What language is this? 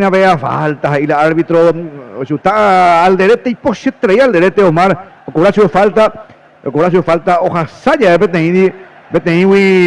Guarani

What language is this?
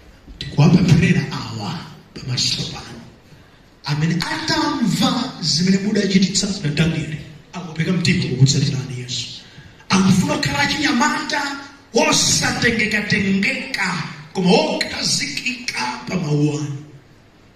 Nyanja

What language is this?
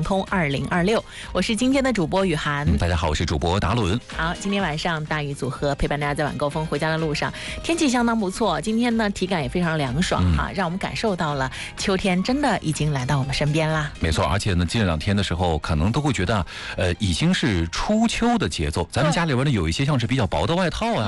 Chinese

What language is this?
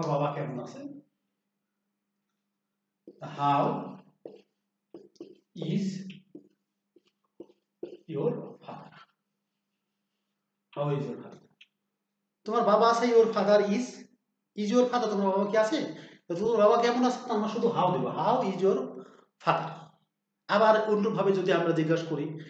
Bangla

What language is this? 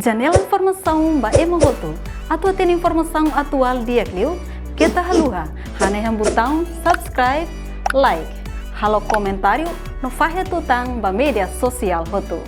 Tetum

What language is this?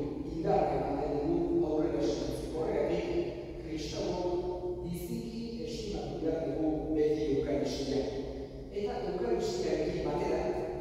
Basque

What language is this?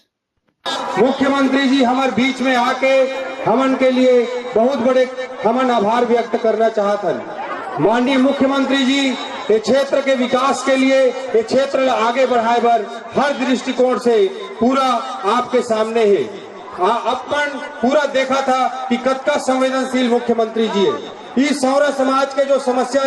Chhattisgarhi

